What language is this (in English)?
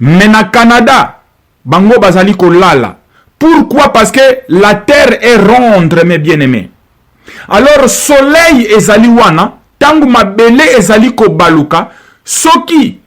Lingala